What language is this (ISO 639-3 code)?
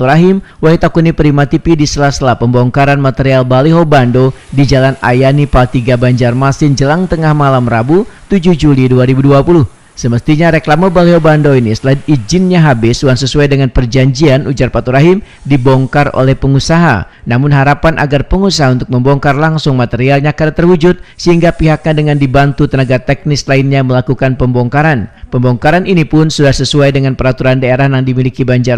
bjn